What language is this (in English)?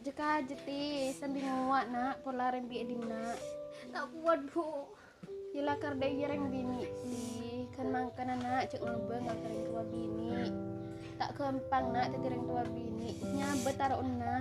Madurese